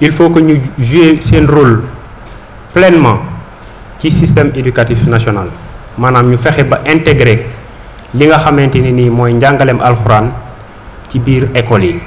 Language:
Wolof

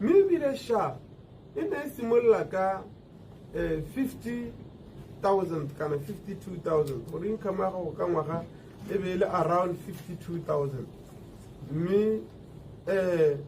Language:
Tswana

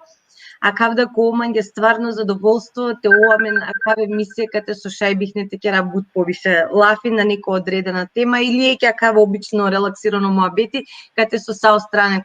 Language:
Balkan Romani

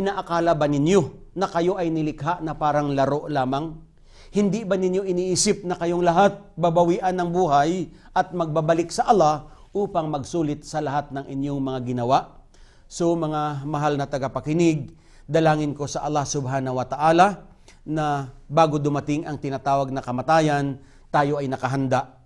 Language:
Filipino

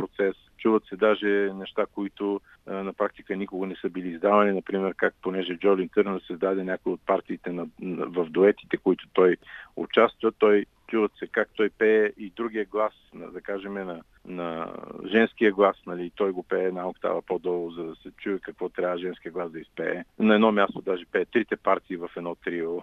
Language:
Bulgarian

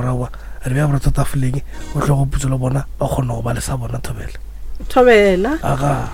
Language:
Northern Sotho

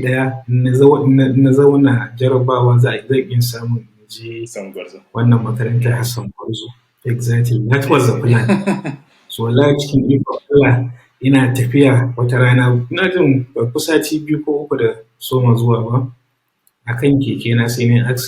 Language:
Hausa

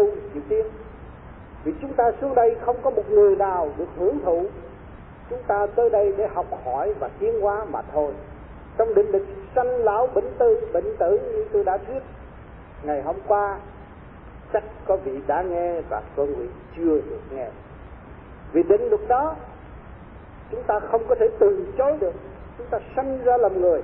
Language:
Vietnamese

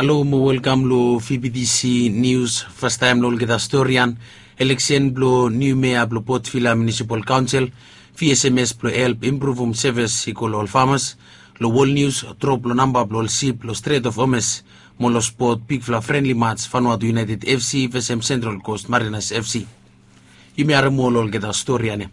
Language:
Bislama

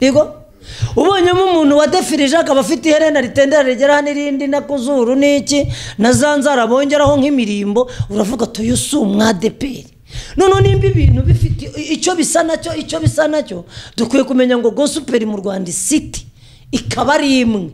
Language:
Kinyarwanda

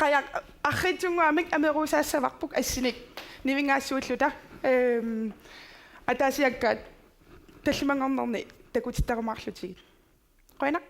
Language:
Kalaallisut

